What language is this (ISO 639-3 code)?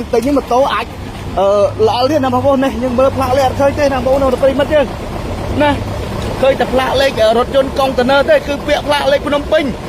khm